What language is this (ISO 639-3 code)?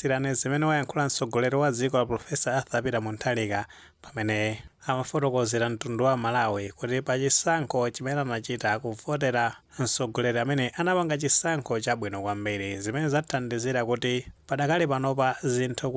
nya